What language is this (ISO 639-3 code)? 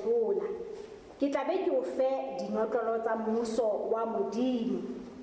sot